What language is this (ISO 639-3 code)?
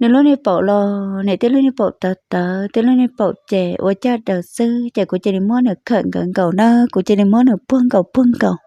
hmn